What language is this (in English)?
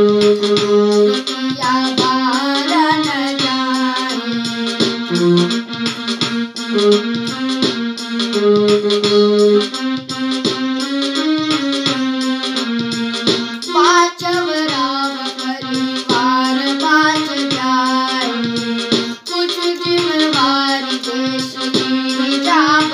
Bhojpuri